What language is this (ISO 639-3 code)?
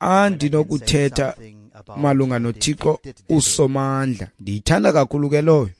xho